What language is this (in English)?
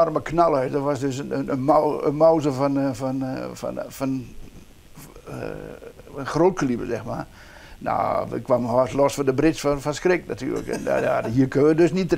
Dutch